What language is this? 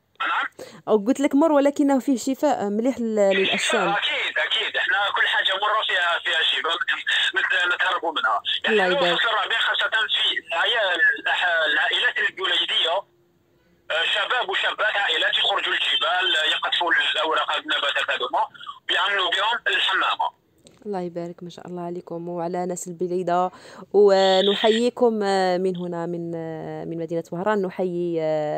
Algerian Arabic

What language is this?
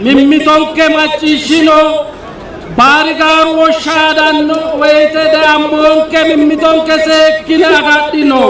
Sidamo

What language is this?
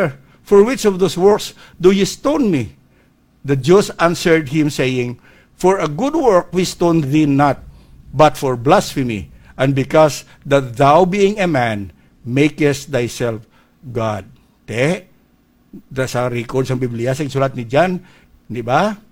Hiligaynon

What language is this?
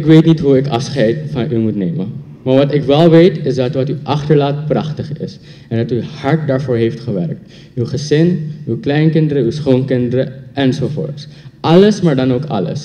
Dutch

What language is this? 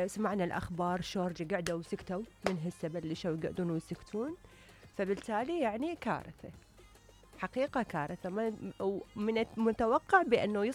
Mesopotamian Arabic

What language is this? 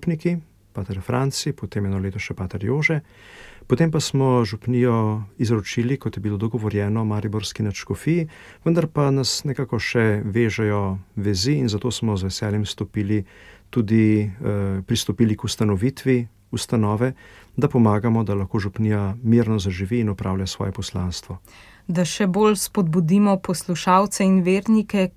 Slovenian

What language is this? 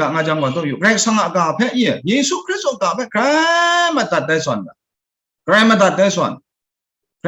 Kachin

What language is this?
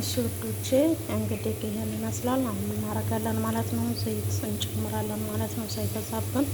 Amharic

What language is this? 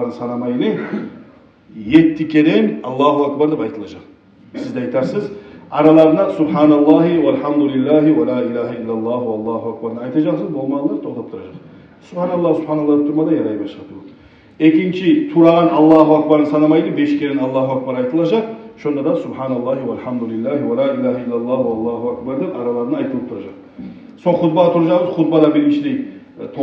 Kumyk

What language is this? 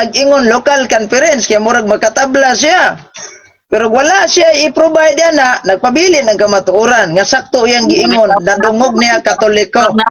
Cebuano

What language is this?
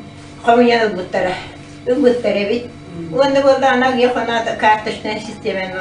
Yakut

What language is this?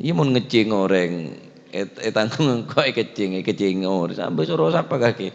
Madurese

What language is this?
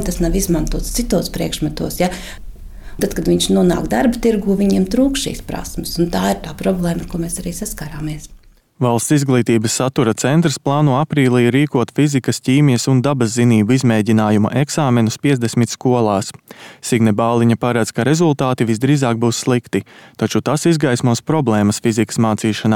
Latvian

